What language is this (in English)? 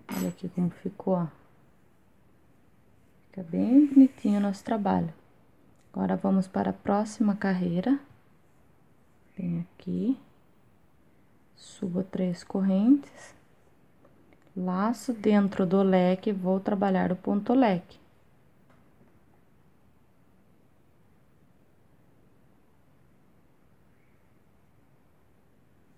Portuguese